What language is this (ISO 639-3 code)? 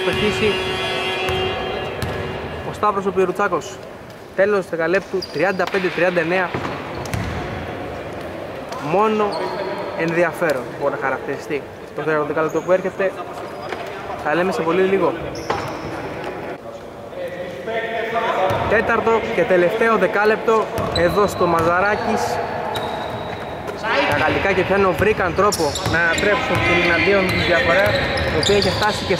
ell